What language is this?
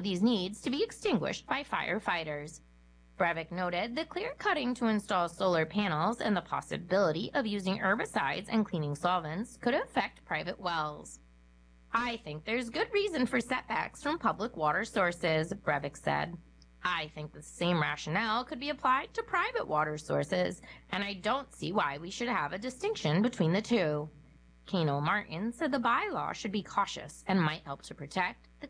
English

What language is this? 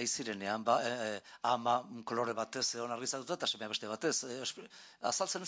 Basque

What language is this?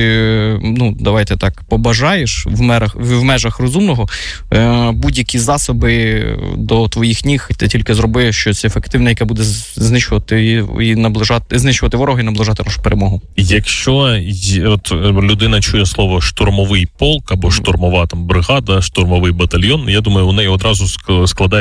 Ukrainian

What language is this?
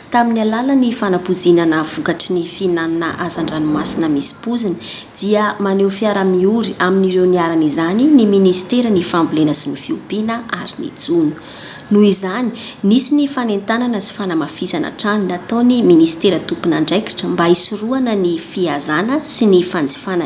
Malagasy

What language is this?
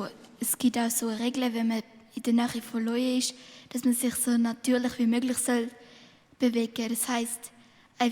Swiss German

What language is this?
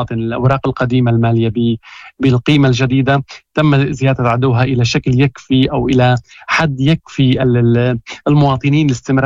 Moroccan Arabic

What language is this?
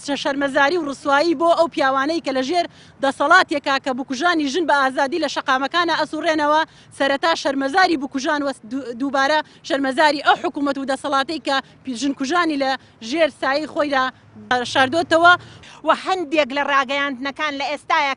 Central Kurdish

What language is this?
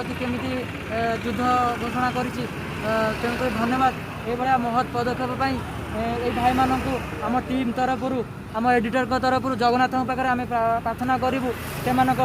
Odia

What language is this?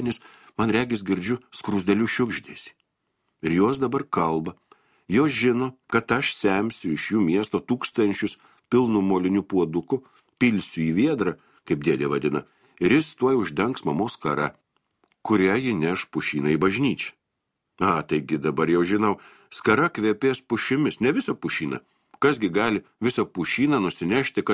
Lithuanian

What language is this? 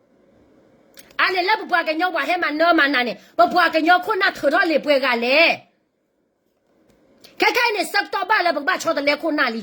S'gaw Karen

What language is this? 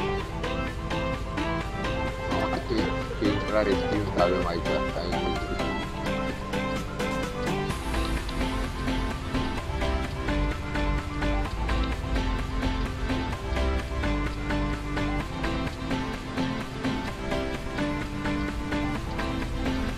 Romanian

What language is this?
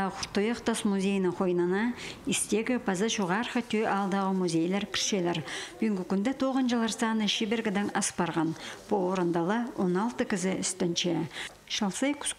Khakas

